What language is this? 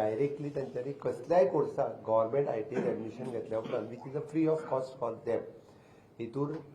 Konkani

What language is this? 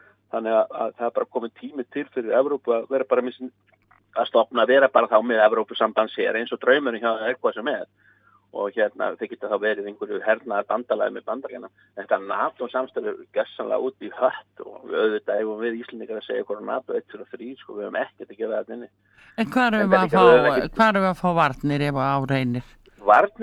Icelandic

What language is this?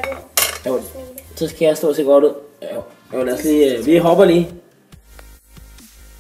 Danish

